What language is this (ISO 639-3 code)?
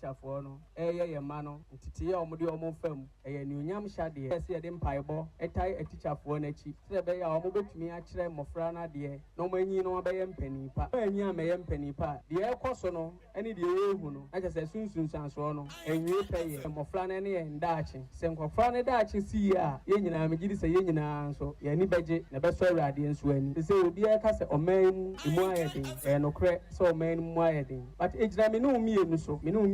aka